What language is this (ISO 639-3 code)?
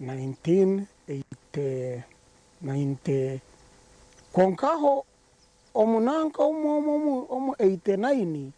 nyn